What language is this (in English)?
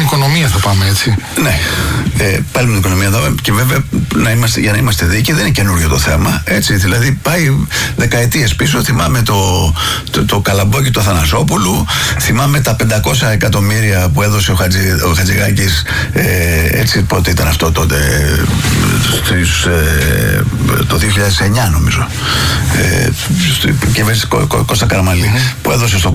Greek